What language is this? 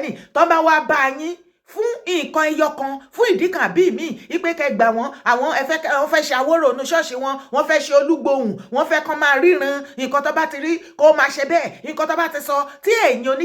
Yoruba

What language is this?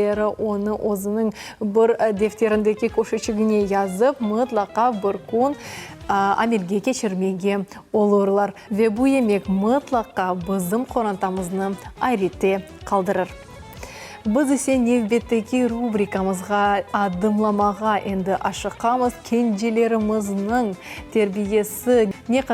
Crimean Tatar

